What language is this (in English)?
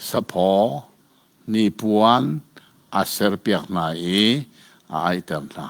Hakha Chin